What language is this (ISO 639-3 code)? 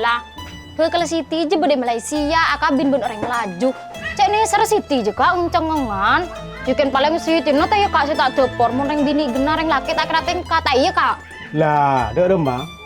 mad